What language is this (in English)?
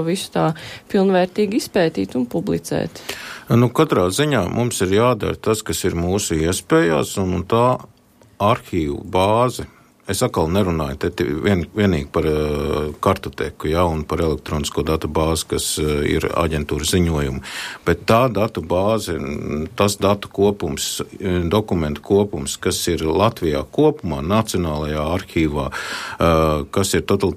Latvian